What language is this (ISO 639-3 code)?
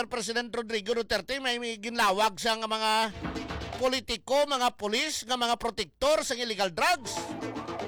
hil